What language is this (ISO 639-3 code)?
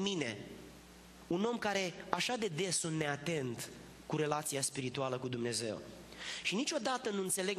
ron